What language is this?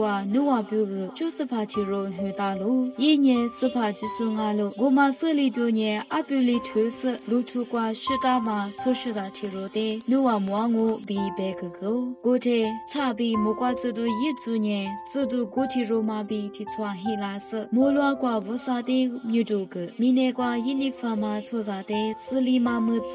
Lisu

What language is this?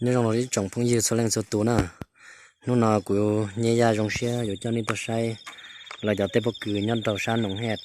Hmong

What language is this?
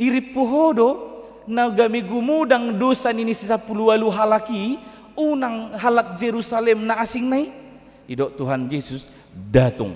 Batak Toba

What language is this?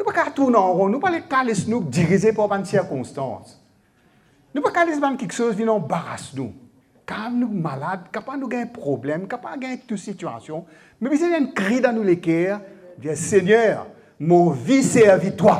Morisyen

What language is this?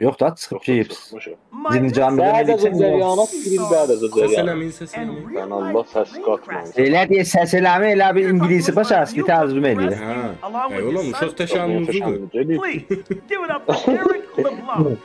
South Azerbaijani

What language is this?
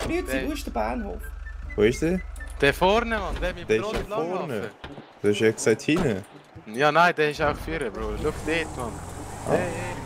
Swiss German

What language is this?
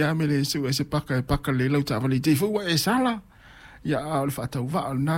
Samoan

